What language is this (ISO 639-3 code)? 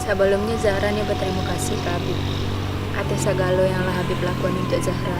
min